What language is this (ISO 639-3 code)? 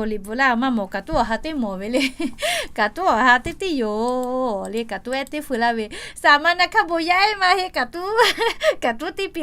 lhu